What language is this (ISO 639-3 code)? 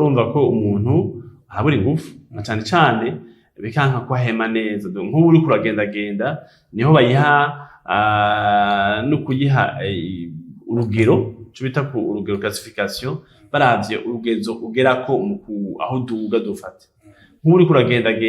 run